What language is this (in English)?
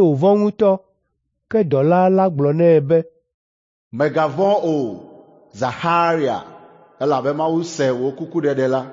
Ewe